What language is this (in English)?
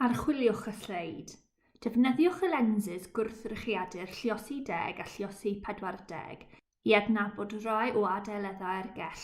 Welsh